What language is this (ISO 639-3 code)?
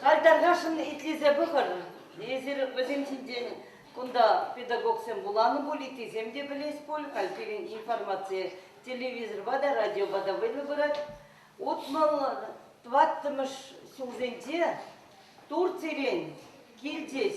chv